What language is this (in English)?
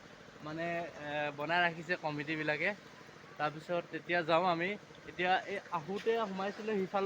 Assamese